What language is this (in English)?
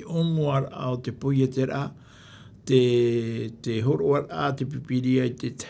Tahitian